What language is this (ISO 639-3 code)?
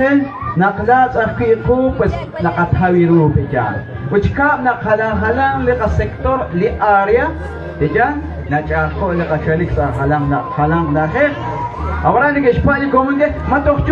kek